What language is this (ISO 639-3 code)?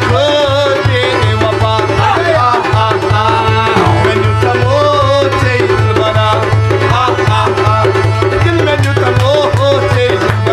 kas